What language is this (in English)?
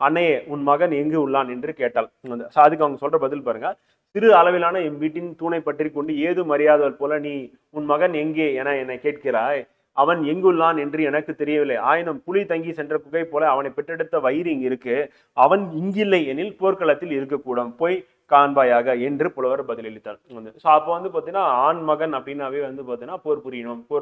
Tamil